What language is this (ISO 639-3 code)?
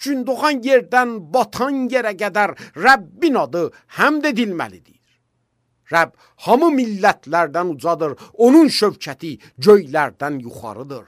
aze